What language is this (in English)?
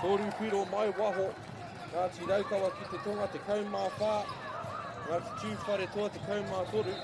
Māori